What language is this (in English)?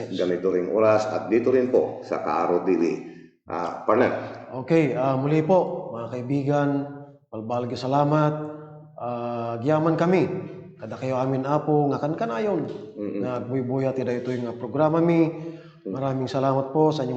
Pangasinan